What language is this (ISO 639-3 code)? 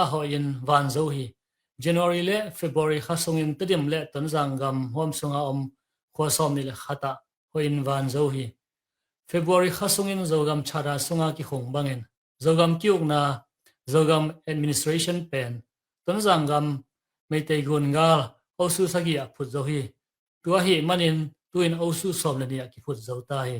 ctd